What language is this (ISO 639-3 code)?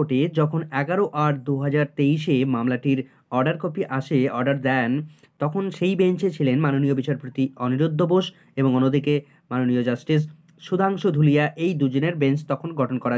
ben